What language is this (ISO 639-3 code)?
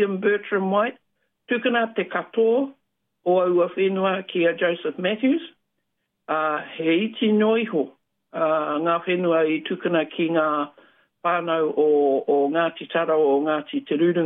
mri